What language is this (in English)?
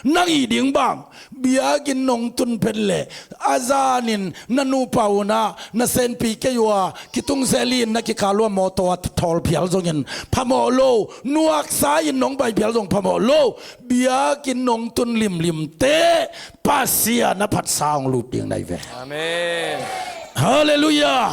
Tedim Chin